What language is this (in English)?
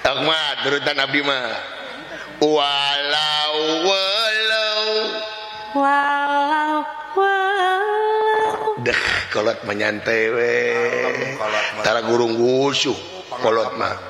Sundanese